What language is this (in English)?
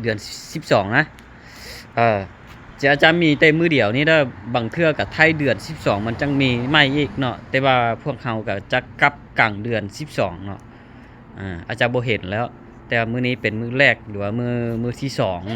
Lao